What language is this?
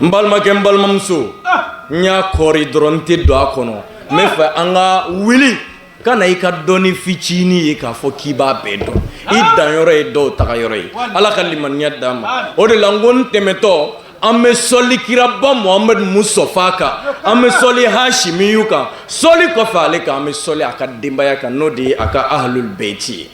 Bambara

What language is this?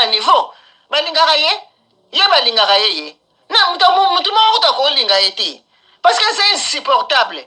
Lingala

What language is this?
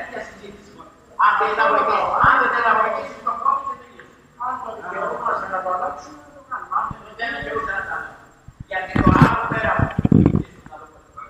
Greek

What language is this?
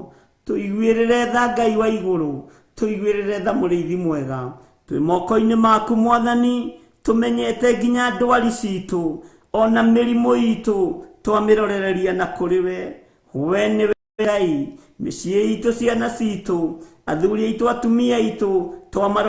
Kikuyu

